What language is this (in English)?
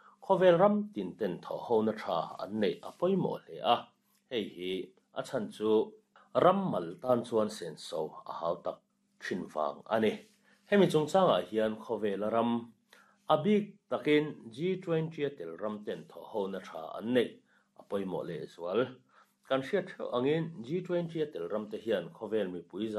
Mizo